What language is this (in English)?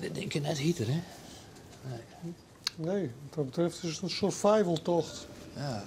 Western Frisian